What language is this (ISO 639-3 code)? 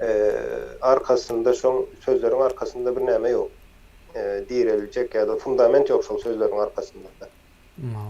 tuk